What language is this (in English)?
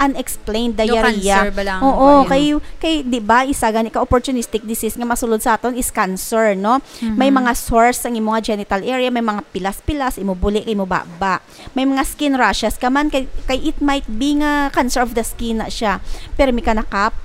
Hiligaynon